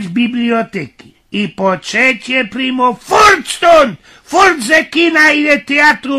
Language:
Silesian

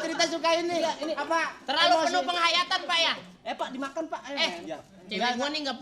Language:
Betawi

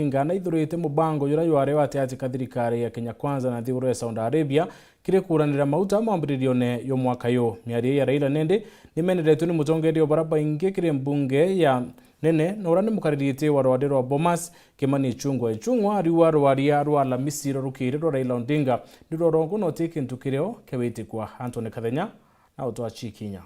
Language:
Meru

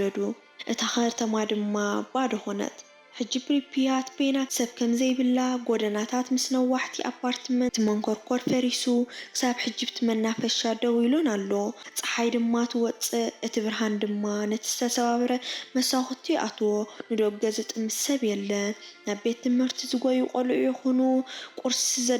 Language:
Tigrinya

